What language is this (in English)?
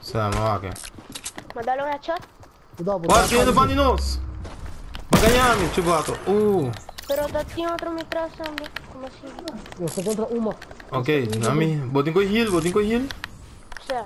Papiamento